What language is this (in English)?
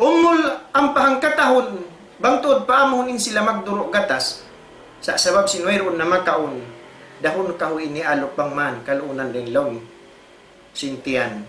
Tausug